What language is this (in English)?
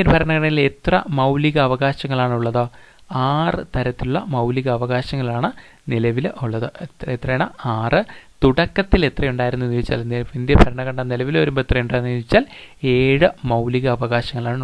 Malayalam